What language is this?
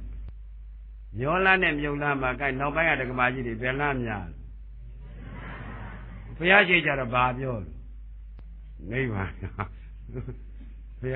Burmese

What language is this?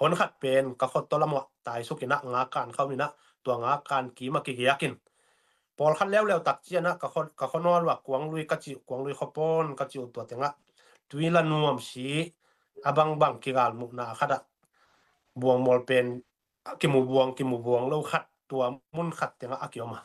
Tedim Chin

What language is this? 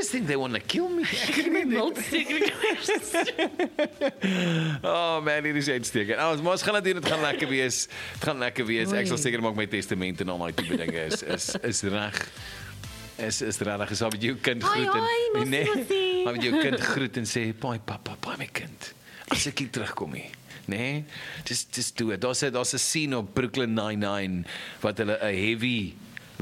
Afrikaans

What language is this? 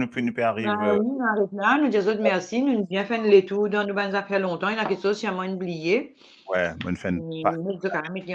Morisyen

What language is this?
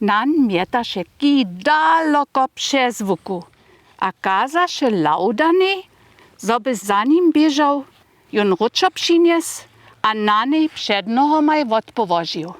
Upper Sorbian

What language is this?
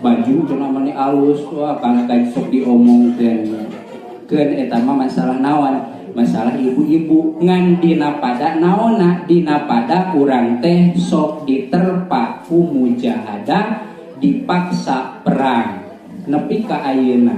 Sundanese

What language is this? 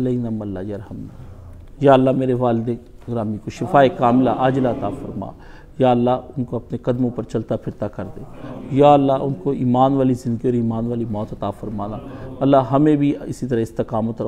Urdu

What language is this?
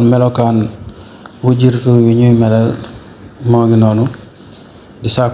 Wolof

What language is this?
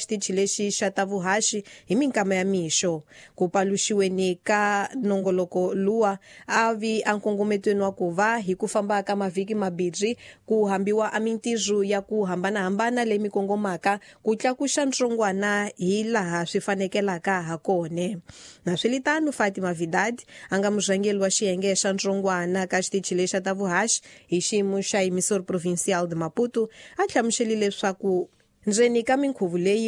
Tsonga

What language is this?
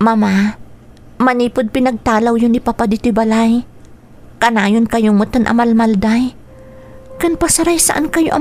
Iloko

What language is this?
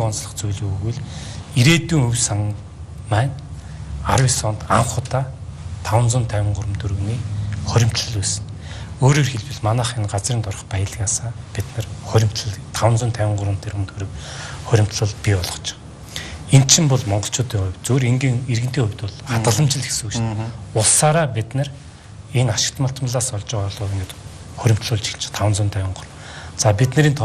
Mongolian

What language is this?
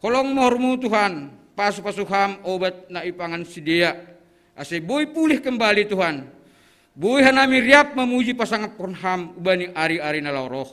Batak Simalungun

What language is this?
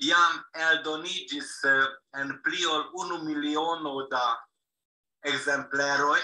Esperanto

